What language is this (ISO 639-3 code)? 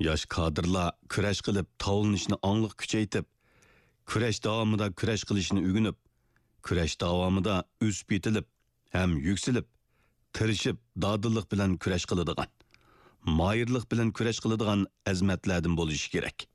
uig